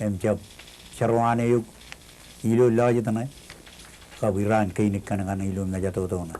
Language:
Marshallese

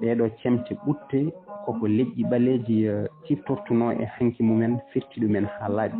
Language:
Fula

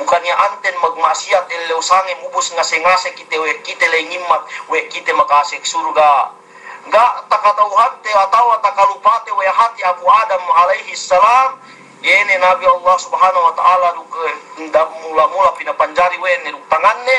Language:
Yakan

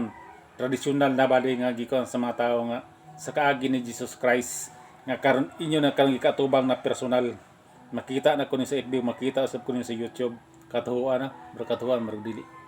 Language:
Cebuano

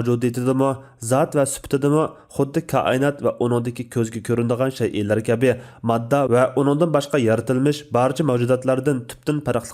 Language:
Uyghur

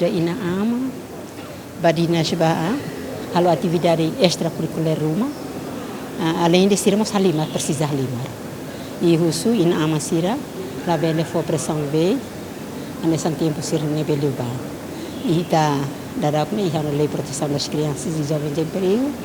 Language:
Tetum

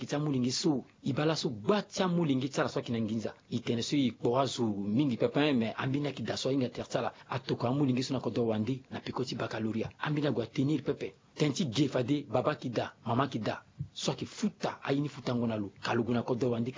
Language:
Sango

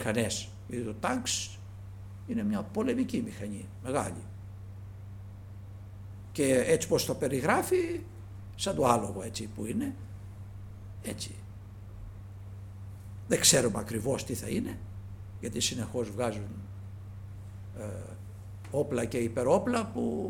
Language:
Greek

